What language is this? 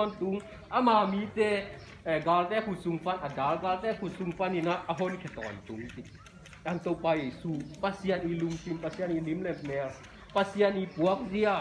Tedim Chin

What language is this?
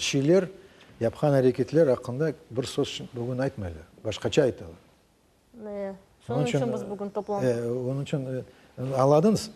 Crimean Tatar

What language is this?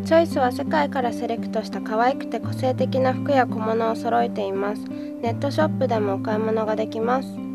Japanese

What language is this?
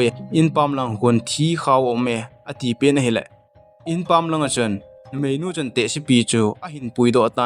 Thado Chin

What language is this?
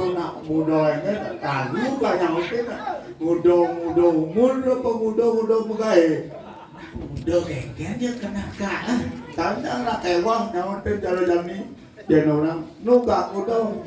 Balinese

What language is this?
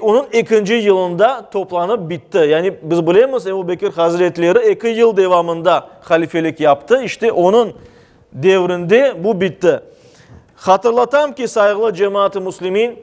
Crimean Tatar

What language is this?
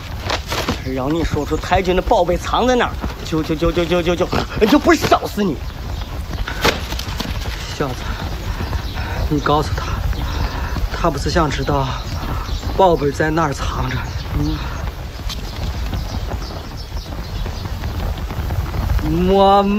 Chinese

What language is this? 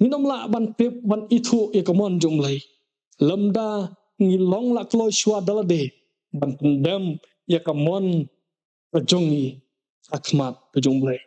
Khasi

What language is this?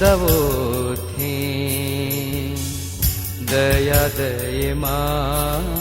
Newari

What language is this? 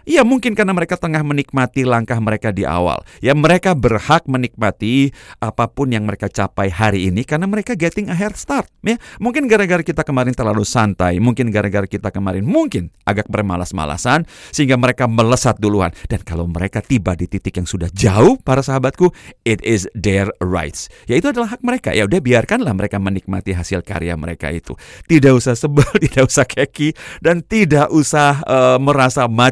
Indonesian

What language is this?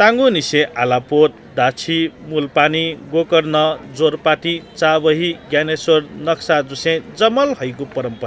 Newari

